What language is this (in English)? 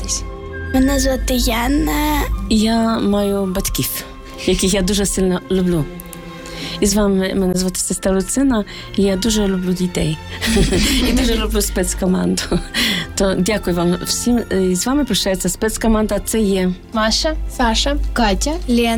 Ukrainian